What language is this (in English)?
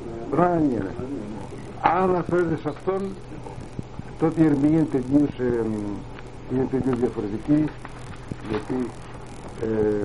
Greek